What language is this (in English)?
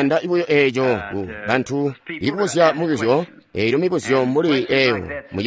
Tonga (Zambia)